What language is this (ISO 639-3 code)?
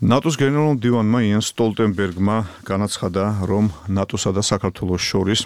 kat